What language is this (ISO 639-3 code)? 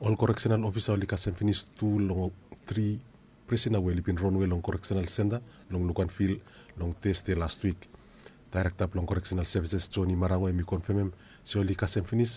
bis